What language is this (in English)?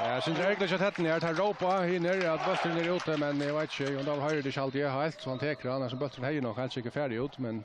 Faroese